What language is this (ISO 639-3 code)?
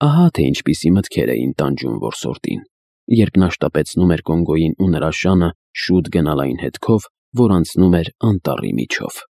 hye